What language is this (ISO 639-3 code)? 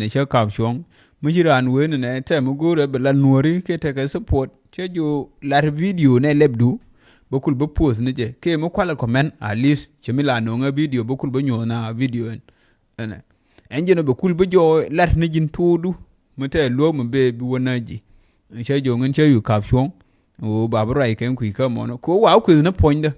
nus